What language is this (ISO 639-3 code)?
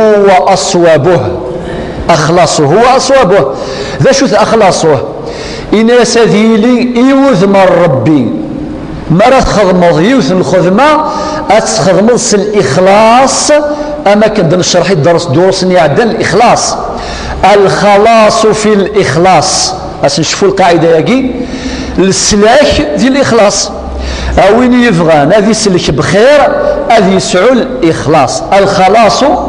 kab